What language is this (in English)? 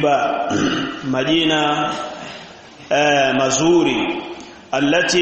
Swahili